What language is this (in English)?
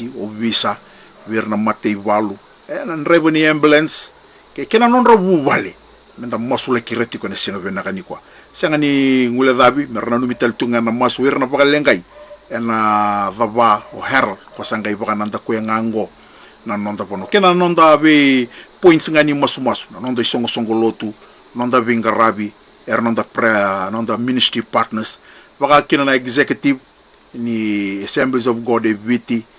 Fijian